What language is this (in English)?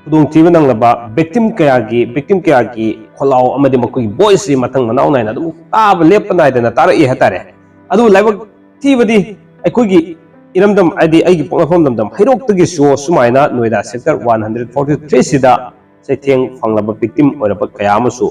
Manipuri